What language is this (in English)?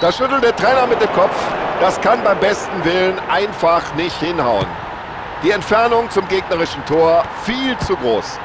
Bavarian